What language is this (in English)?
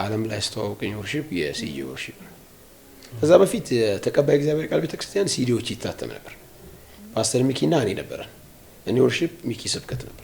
Amharic